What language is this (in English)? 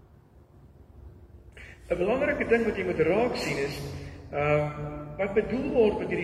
Afrikaans